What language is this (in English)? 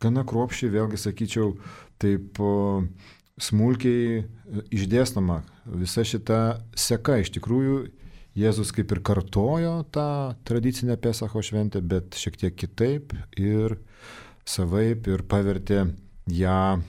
Lithuanian